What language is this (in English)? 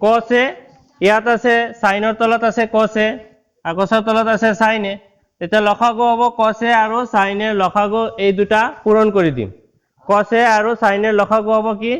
Assamese